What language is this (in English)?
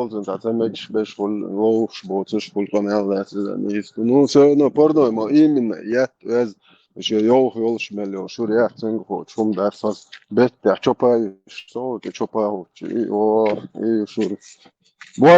Chechen